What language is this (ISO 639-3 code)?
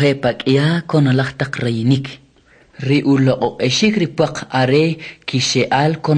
quc